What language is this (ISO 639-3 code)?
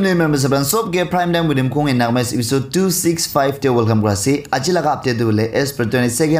nag